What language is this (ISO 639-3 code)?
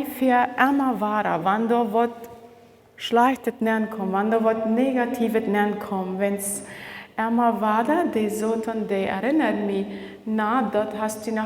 pdt